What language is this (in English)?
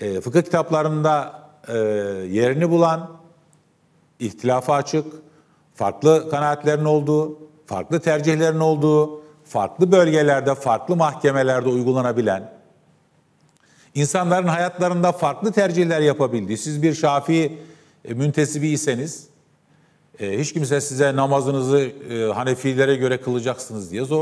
Turkish